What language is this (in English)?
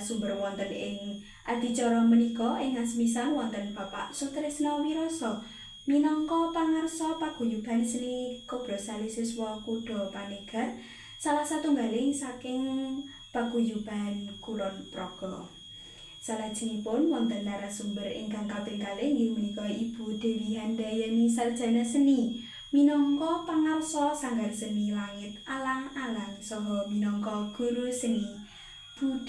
Javanese